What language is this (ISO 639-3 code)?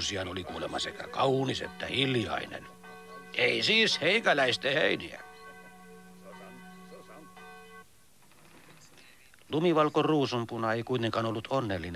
fin